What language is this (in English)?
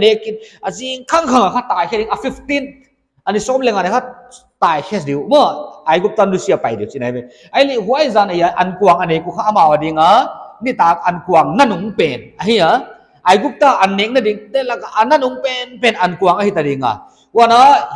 Paite Chin